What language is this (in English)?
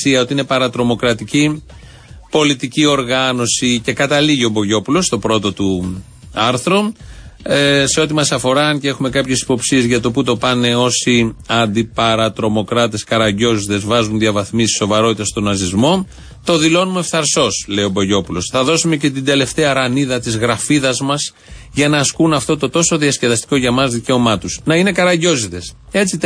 Greek